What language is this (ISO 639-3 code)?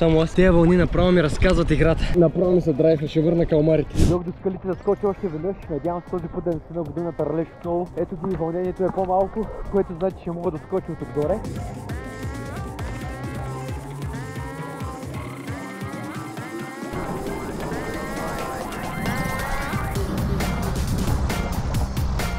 bul